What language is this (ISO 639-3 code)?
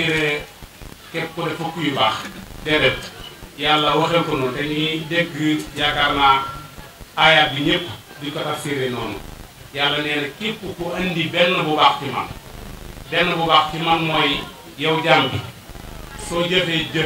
wol